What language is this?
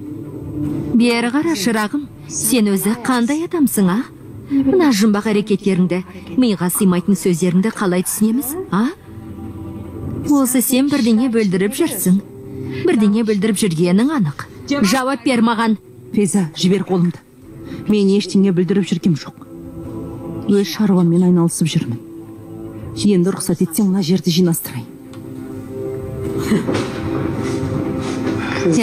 Kazakh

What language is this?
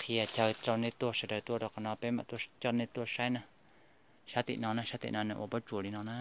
Hmong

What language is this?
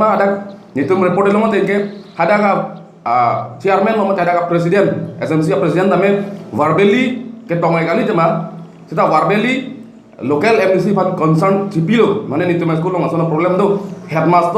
Karbi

